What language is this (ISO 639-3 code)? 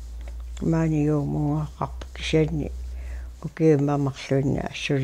kal